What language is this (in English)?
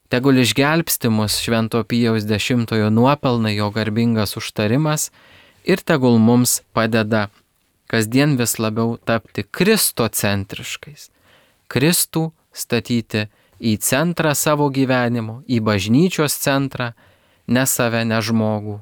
Lithuanian